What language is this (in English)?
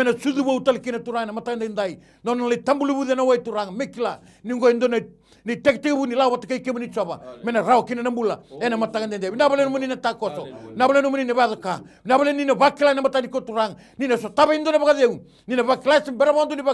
Fijian